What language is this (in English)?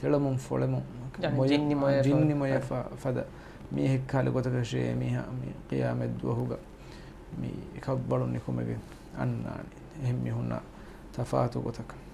Divehi